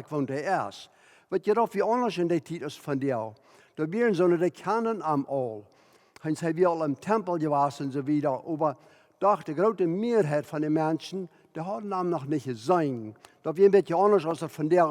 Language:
Plautdietsch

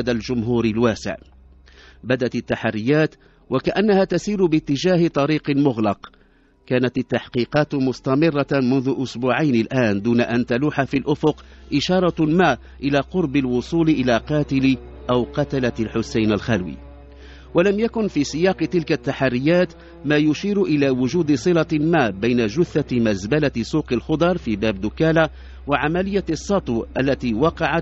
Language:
Arabic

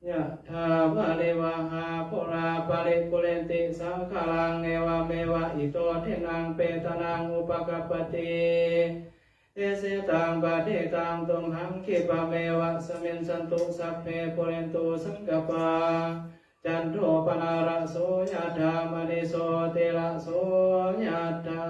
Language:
Pali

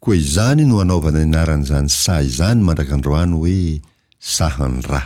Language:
Malagasy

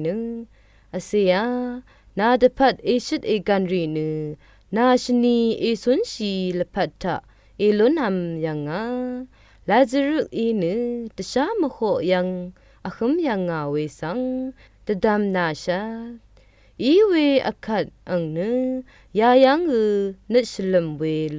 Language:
Rawang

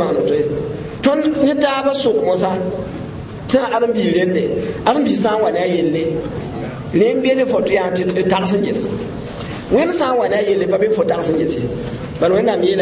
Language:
Mossi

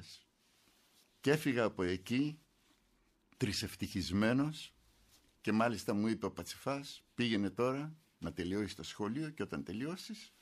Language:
Greek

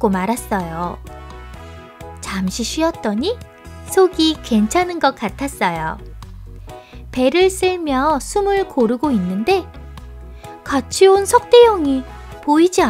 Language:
Korean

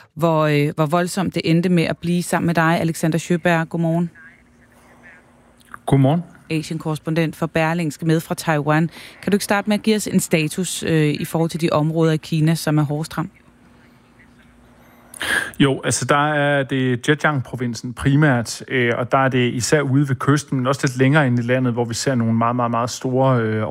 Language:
Danish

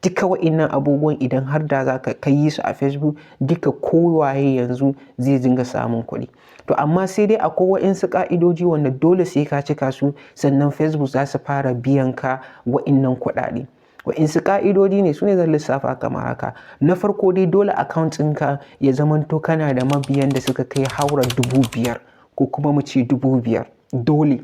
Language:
Hausa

